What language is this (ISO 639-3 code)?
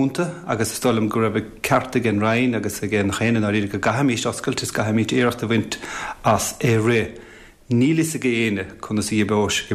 gle